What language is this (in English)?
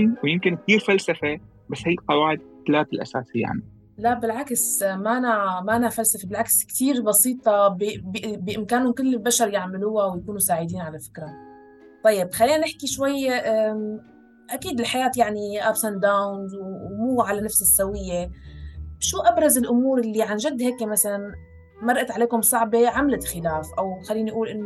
North Levantine Arabic